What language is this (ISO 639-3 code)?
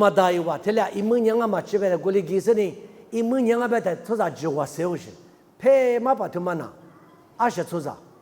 lis